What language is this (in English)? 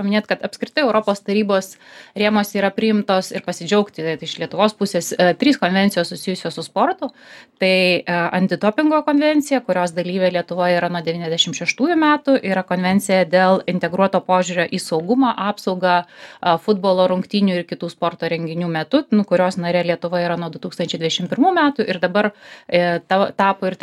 Lithuanian